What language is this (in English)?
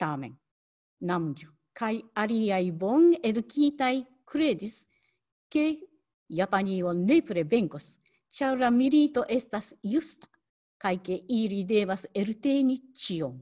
Esperanto